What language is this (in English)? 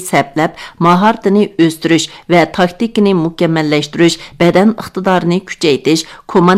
Uyghur